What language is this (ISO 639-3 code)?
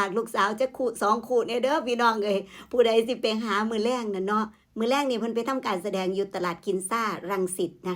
tts